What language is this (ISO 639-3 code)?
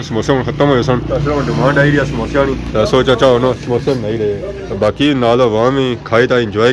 phr